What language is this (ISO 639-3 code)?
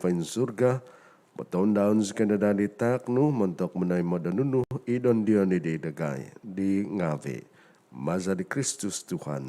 dtp